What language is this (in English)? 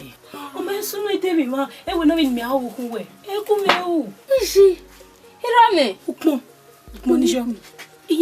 Bini